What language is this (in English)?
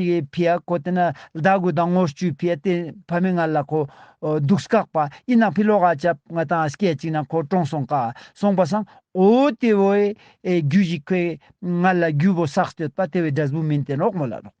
Ladakhi